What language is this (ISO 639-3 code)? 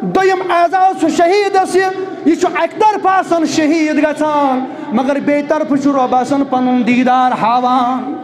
kas